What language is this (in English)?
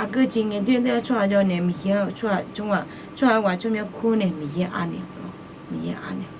Akha